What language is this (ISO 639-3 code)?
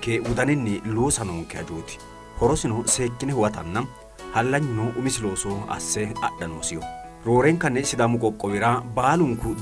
sid